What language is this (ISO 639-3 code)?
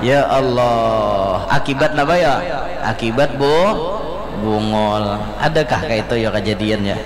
bjn